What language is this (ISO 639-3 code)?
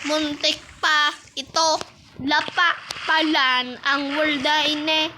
bik